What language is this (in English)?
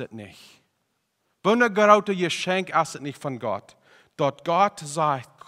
Plautdietsch